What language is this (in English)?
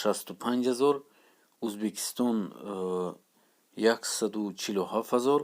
Tajik